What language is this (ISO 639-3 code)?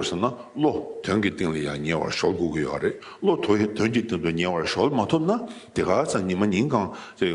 bod